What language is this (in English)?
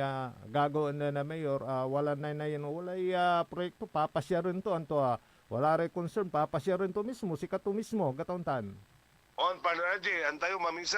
Pangasinan